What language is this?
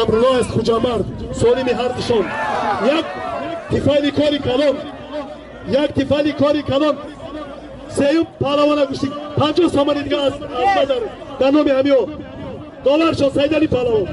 Tajik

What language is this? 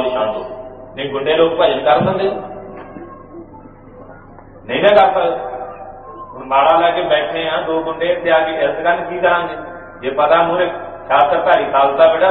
Punjabi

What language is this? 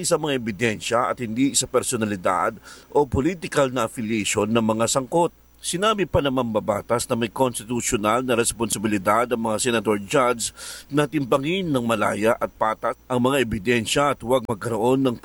Filipino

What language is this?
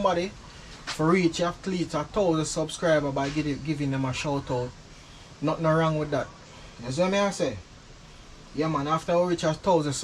Jamaican Creole English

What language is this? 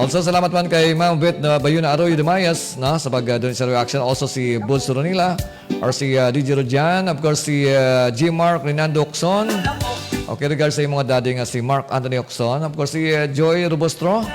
Hiligaynon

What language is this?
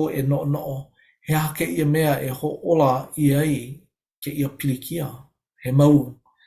Hawaiian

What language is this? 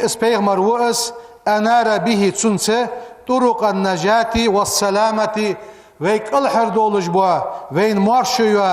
Ingush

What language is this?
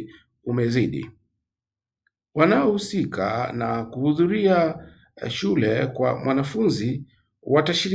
Swahili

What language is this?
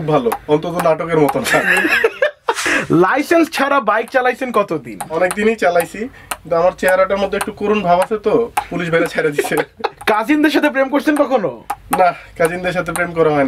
Bangla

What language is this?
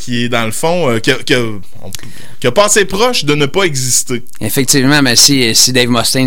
French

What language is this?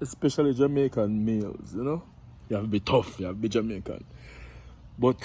Jamaican Creole English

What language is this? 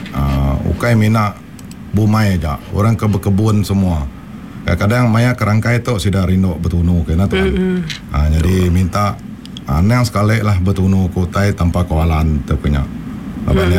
Iban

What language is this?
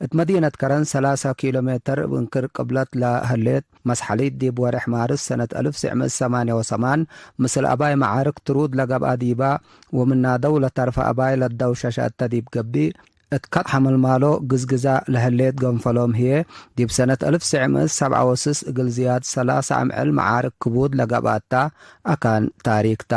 Tigre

